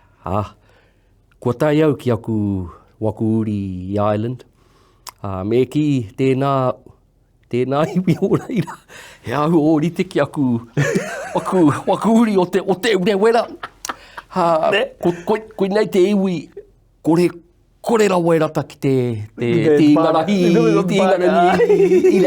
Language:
Māori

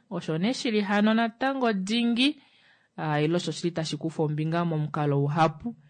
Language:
Kuanyama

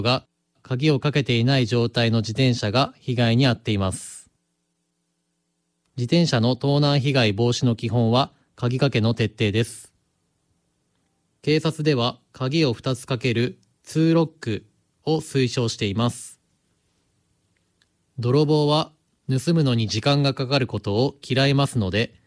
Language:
Japanese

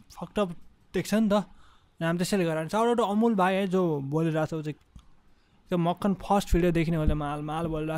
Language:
Nepali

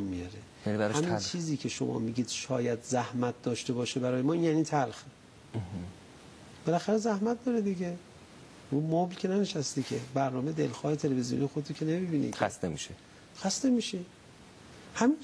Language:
Persian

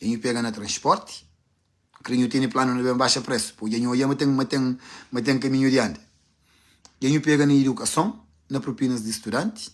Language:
Kabuverdianu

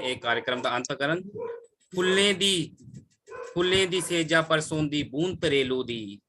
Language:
Dogri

